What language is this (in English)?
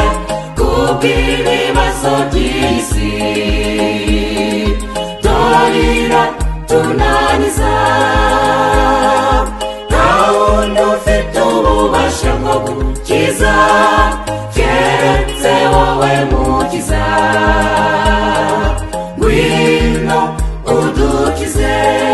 Kinyarwanda